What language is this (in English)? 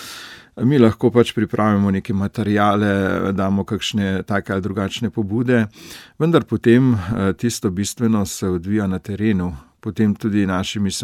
Slovenian